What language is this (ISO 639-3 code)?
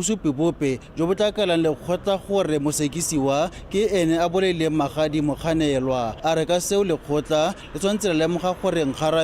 tsn